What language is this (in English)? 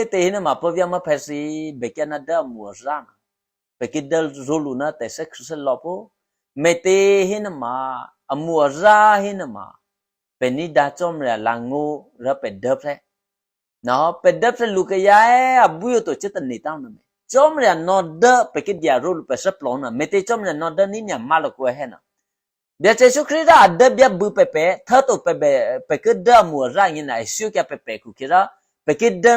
Eastern Kayah